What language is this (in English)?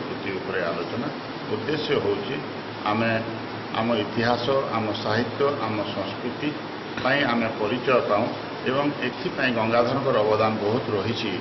Odia